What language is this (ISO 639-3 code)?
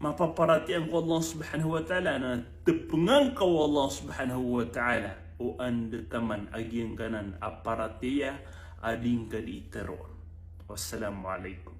mrw